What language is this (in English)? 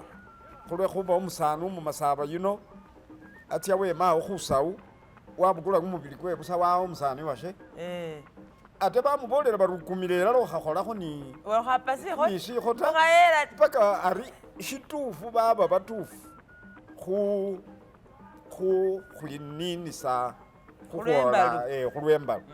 Masaaba